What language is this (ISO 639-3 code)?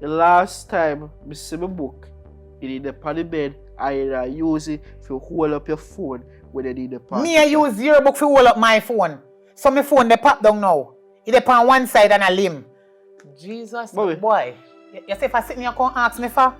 jam